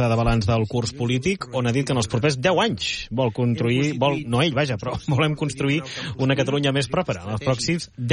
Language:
Catalan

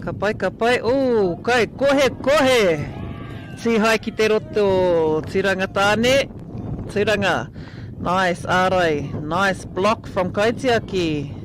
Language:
Māori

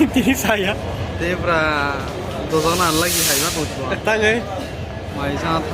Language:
Kok Borok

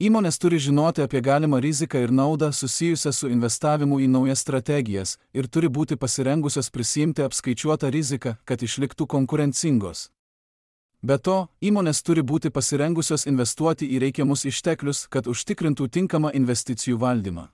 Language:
Lithuanian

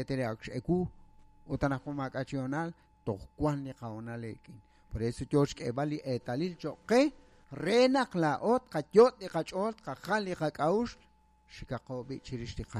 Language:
Kekchí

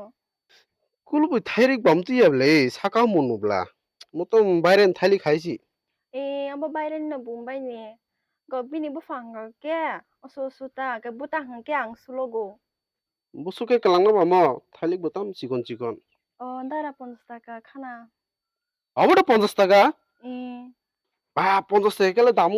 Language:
Kok Borok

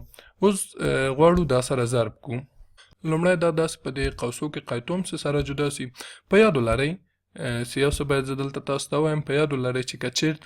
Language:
Pashto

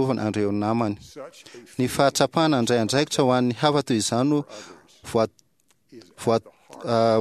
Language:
Malagasy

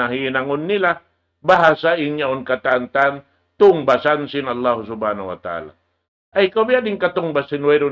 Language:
Tausug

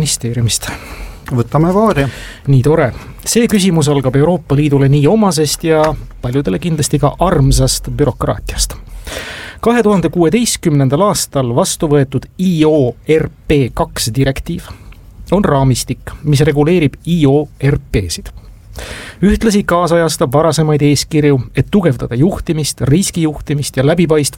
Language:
Estonian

